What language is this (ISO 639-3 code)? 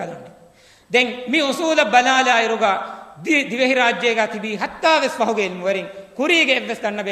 div